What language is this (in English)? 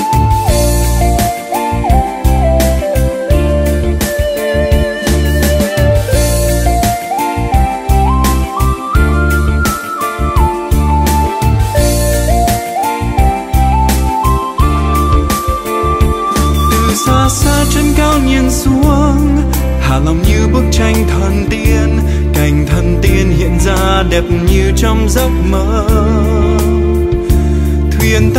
Vietnamese